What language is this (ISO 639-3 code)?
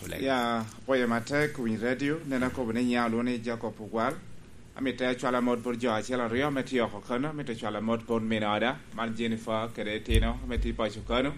laj